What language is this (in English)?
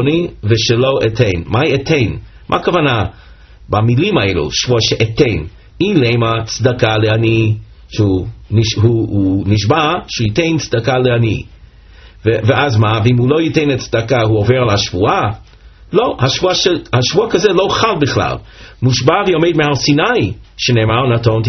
Hebrew